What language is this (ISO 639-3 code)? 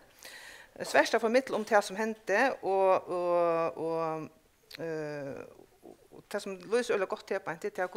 fao